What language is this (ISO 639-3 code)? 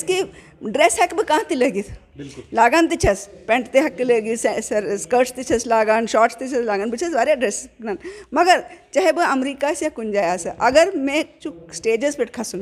kas